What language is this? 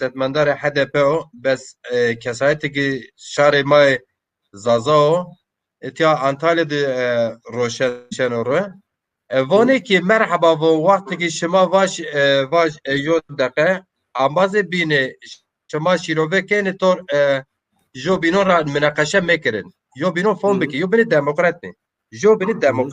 Zaza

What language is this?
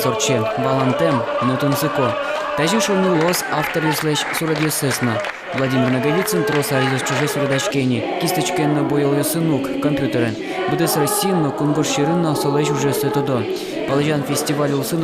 Udmurt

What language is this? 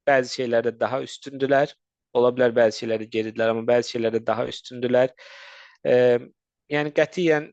Azerbaijani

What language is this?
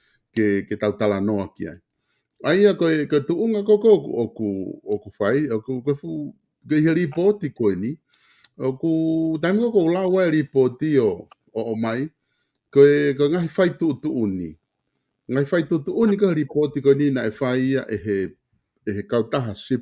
Tongan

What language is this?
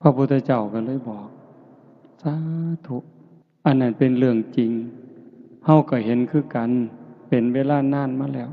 Northeastern Thai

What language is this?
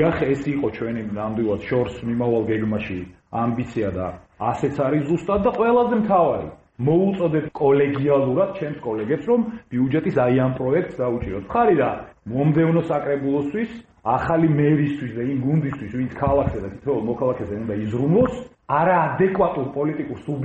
Georgian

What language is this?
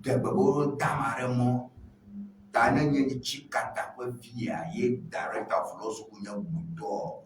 Ewe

